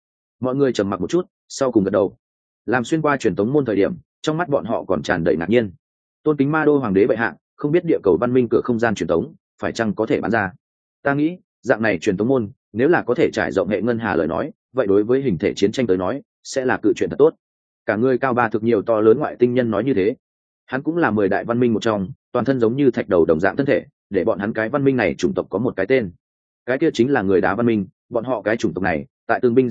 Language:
Vietnamese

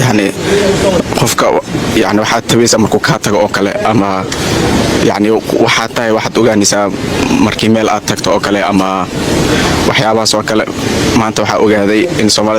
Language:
Somali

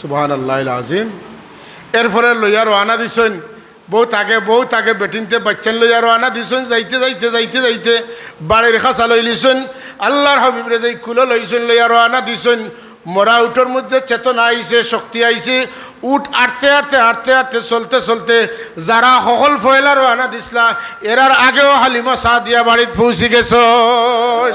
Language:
Sylheti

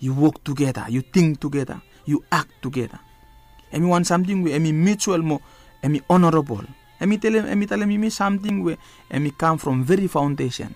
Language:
Bislama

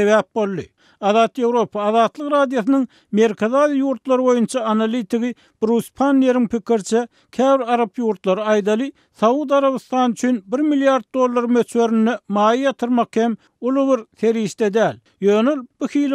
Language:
Turkmen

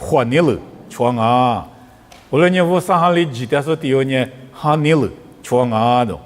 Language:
Lisu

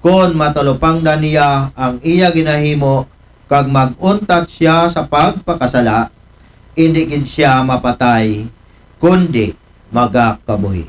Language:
Aklanon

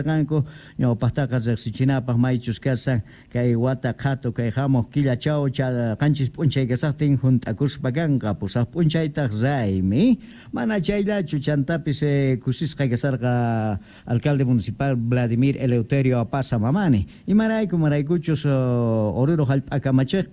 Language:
Quechua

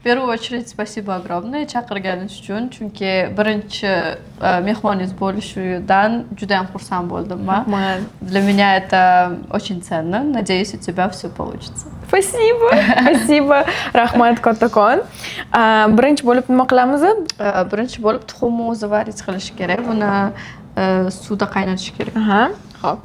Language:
Uzbek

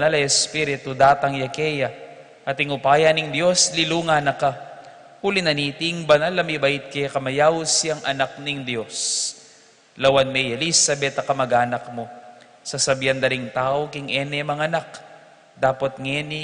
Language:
Pampanga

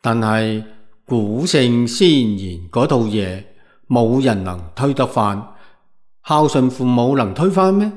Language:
Cantonese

